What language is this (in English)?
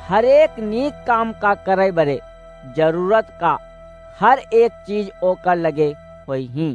Awadhi